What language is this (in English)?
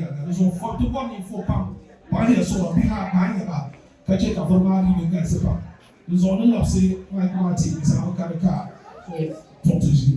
Dagbani